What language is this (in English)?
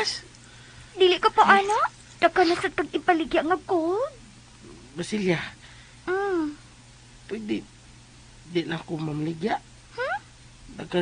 Cebuano